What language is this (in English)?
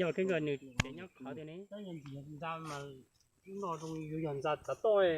Hmong